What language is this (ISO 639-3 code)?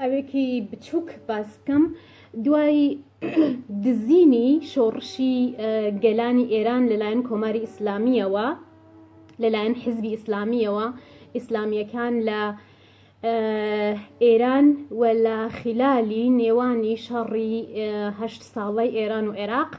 ckb